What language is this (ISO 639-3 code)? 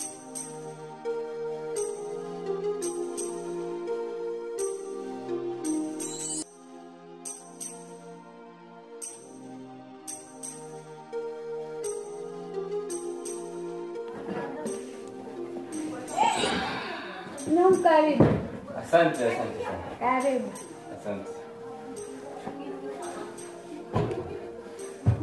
swa